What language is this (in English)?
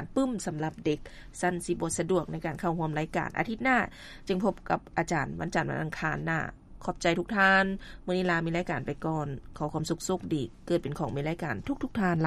Lao